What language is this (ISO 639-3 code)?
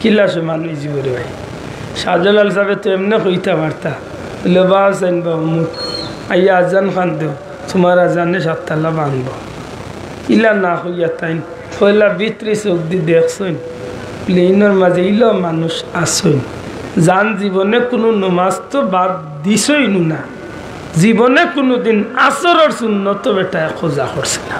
syl